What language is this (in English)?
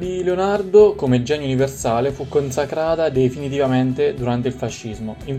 Italian